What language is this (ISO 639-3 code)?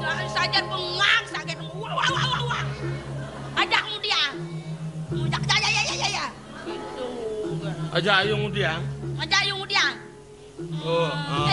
ban